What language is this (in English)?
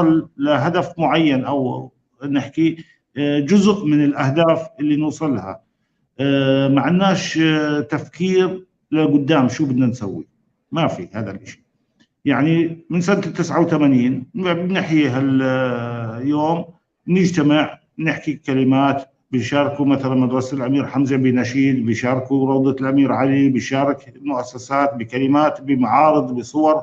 North Levantine Arabic